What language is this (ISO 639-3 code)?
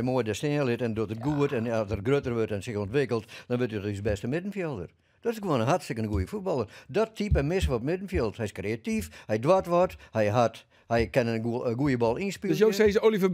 fry